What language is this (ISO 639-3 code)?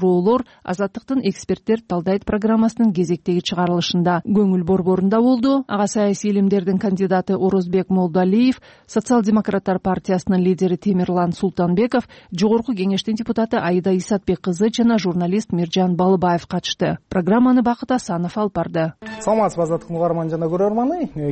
kir